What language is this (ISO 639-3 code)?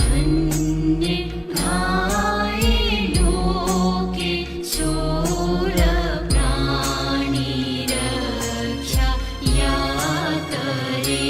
new